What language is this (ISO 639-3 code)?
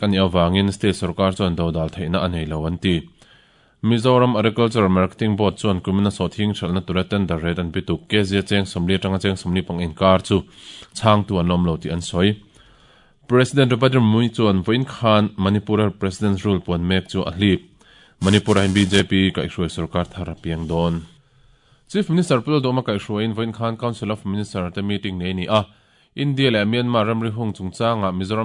lus